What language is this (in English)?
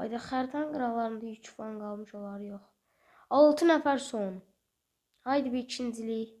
Azerbaijani